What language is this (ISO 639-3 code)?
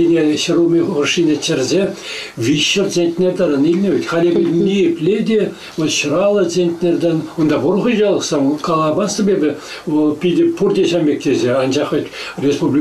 chv